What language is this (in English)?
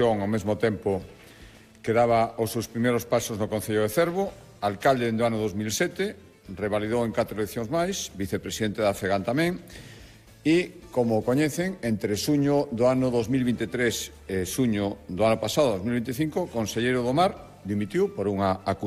Galician